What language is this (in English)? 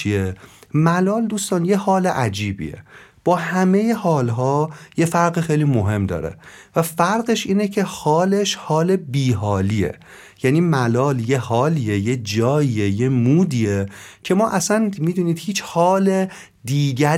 Persian